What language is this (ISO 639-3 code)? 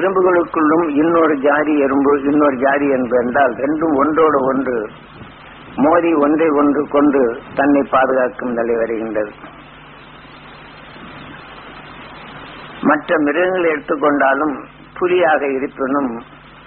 tam